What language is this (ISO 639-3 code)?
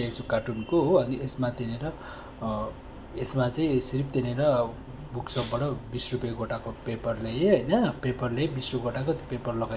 nep